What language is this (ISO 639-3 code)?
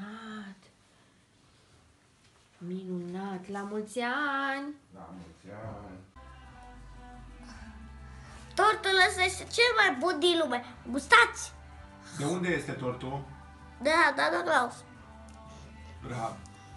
ron